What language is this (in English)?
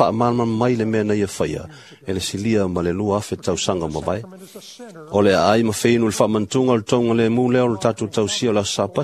Samoan